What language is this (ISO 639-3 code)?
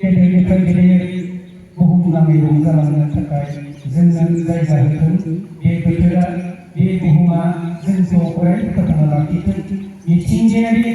brx